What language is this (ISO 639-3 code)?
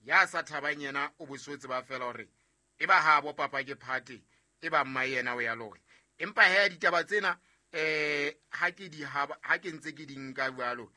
sot